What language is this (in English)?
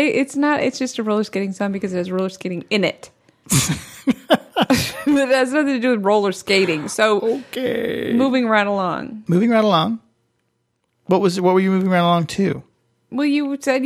English